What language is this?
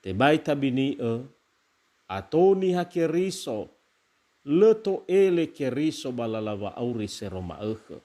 Nias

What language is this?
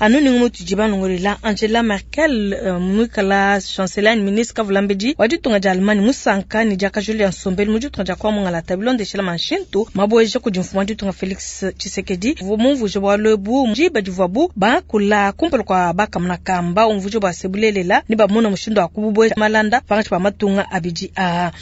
Luba-Lulua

